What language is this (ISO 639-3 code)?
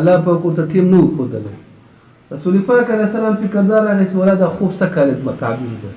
pus